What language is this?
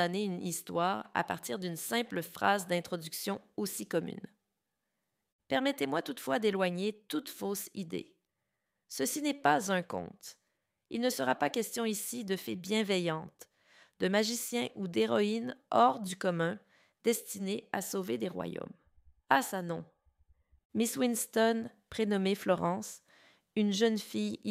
French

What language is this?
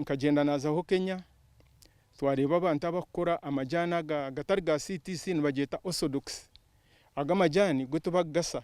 Nyankole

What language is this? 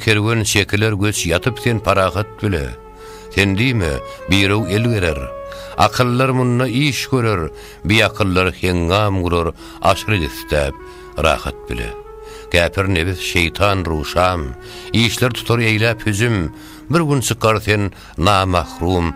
Turkmen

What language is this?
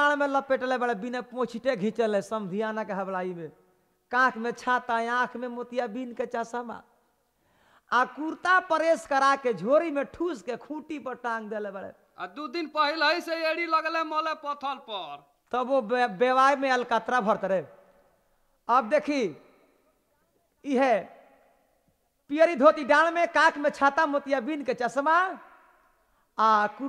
Bhojpuri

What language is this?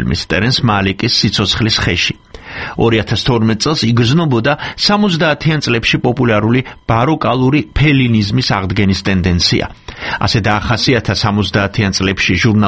Georgian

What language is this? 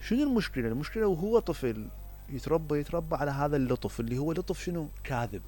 Mesopotamian Arabic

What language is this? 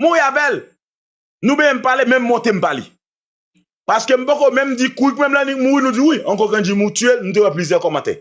Haitian Creole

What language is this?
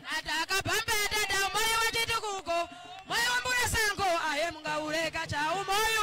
Nyanja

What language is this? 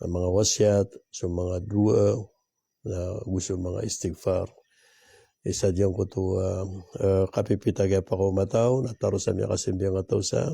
Maranao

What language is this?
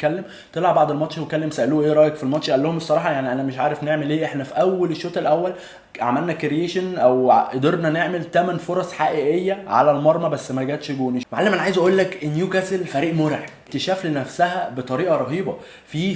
Egyptian Arabic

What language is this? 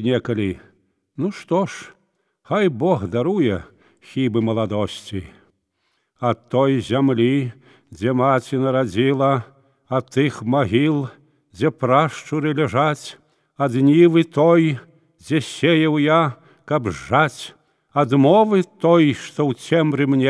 Belarusian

